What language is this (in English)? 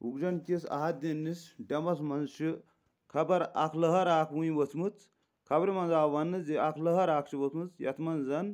Kashmiri